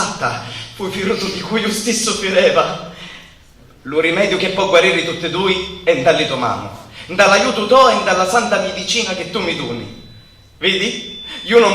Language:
Sicilian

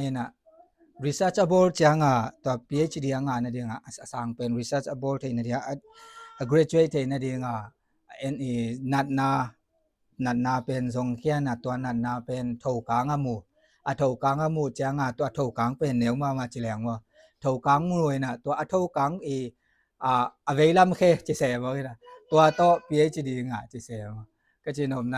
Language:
Tedim Chin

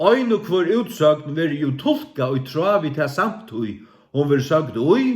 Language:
Faroese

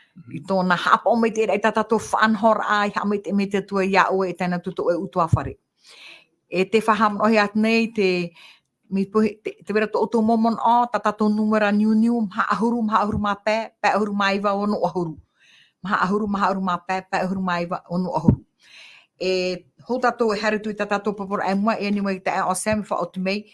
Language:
Tahitian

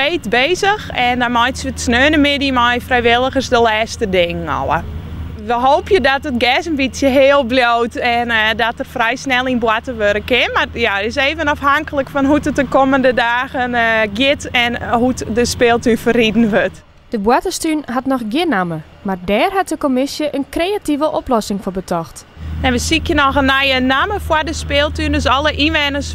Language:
Western Frisian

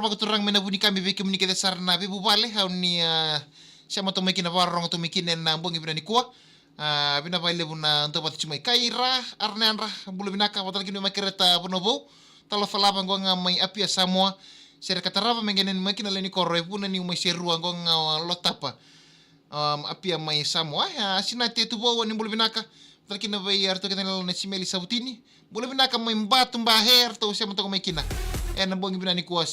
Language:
Fijian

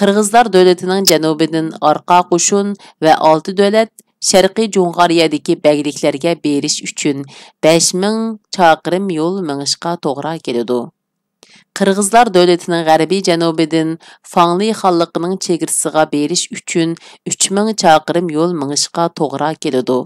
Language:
Uyghur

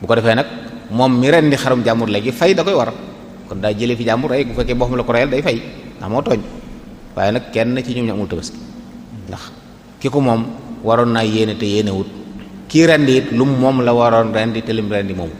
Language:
Wolof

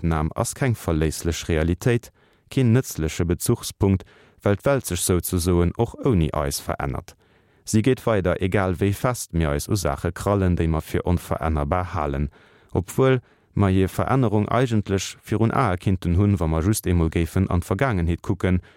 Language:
Luxembourgish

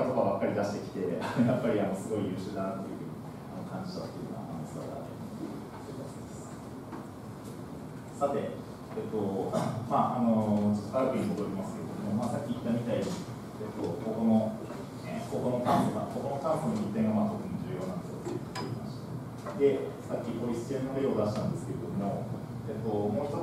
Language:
Japanese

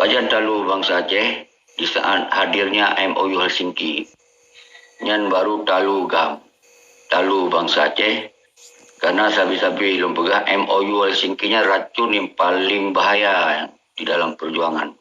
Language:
Achinese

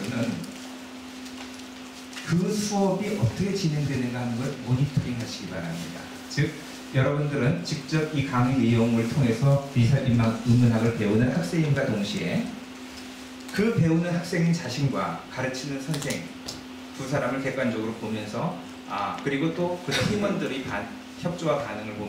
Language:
Korean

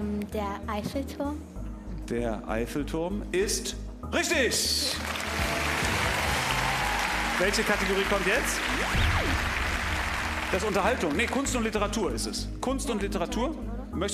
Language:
German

